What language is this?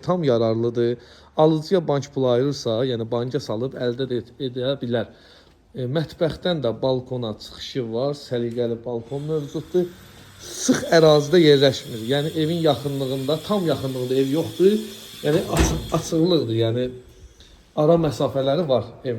Azerbaijani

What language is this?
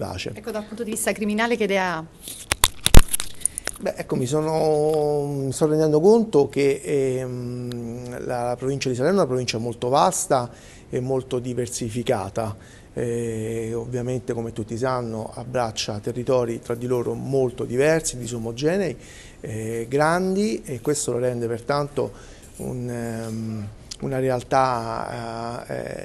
Italian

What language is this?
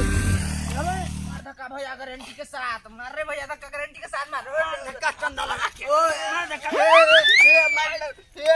Maithili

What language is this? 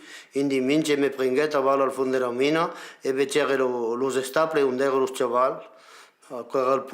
Occitan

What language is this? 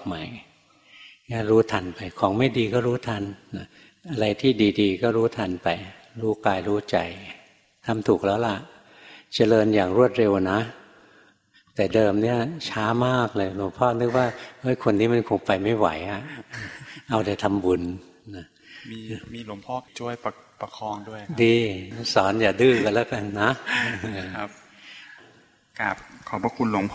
Thai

